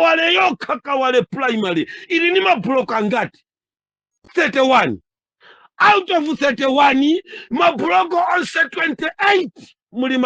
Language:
Nyanja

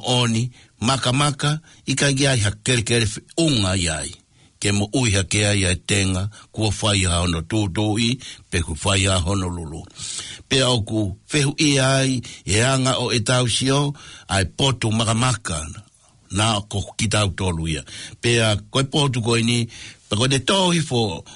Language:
Tongan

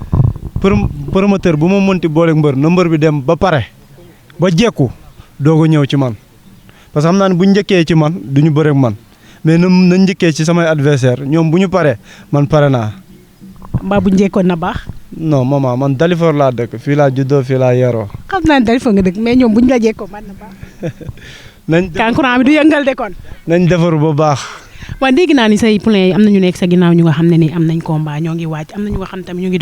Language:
Wolof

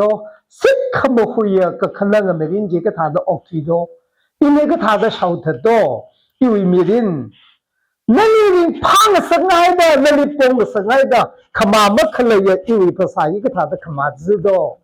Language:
Tangkhul Naga (India)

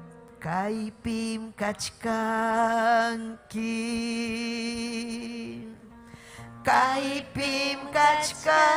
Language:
Ayacucho Quechua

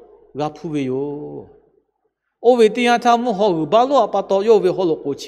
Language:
Lahu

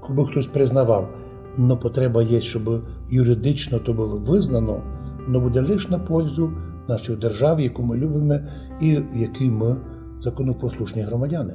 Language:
Rusyn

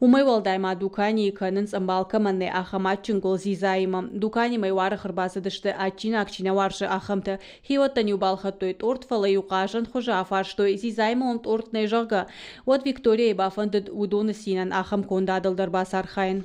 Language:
Ossetic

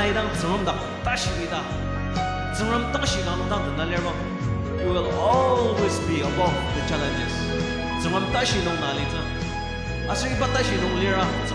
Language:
Ao Naga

